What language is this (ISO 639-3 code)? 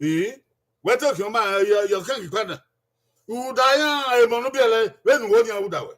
bin